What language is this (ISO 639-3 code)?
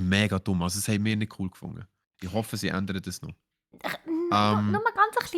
gsw